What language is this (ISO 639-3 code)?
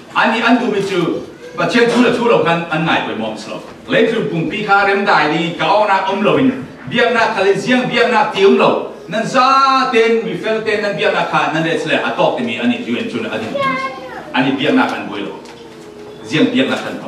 cfm